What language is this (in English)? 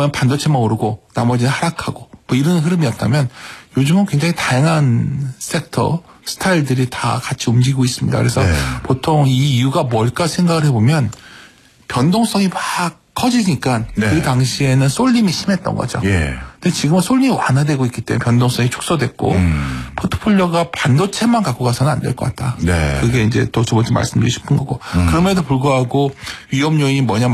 Korean